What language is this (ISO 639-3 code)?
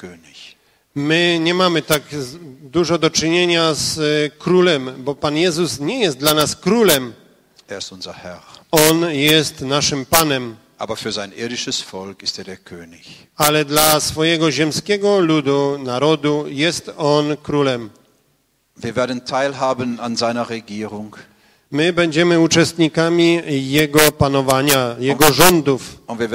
pol